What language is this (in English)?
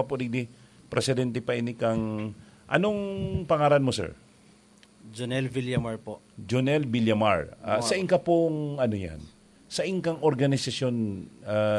Bikol